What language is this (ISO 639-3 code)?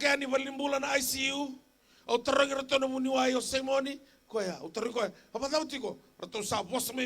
fij